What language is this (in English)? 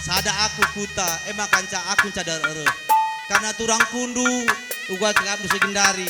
Batak Karo